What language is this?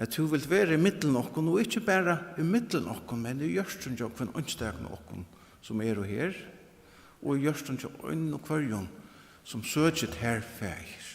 Faroese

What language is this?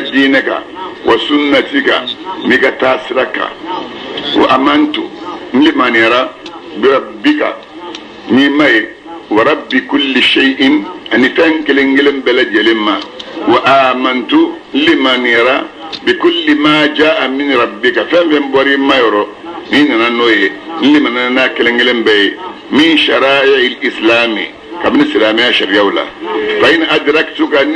Bambara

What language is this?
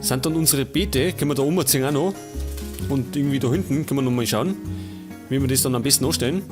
Bavarian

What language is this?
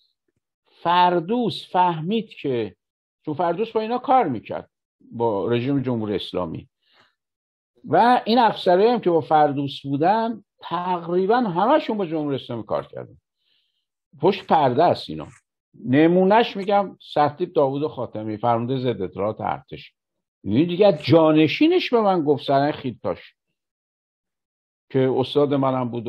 Persian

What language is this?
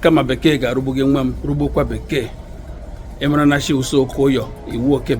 Igbo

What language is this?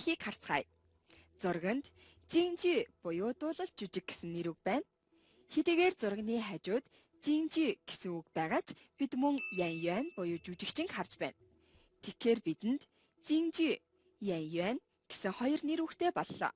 Mongolian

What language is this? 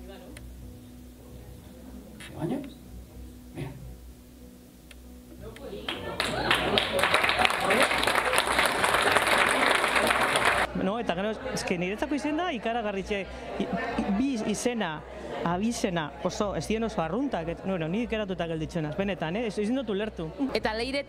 Basque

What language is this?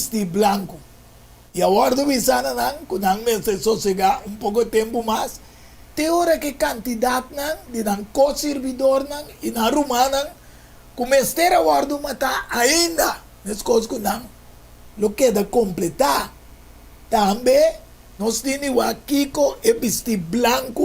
Papiamento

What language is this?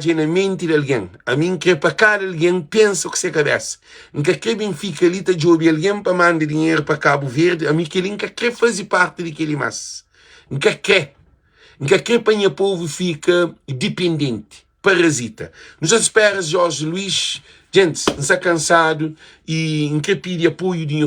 Kabuverdianu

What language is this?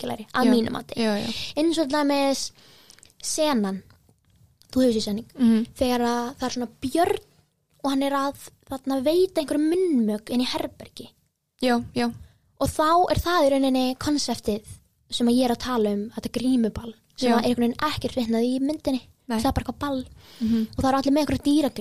Icelandic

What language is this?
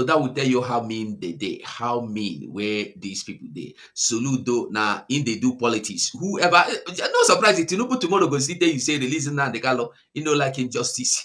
Nigerian Pidgin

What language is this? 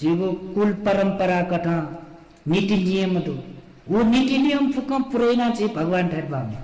Newari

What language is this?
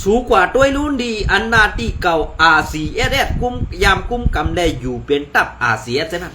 Shan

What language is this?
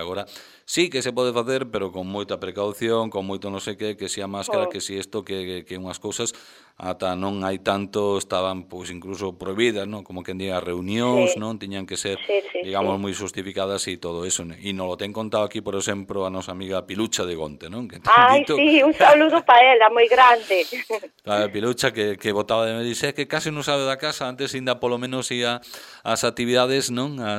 Galician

